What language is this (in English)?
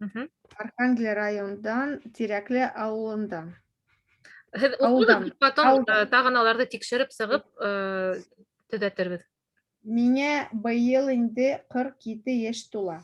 Bashkir